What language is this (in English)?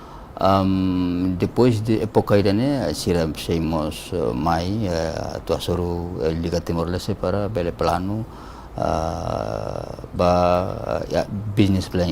Tetum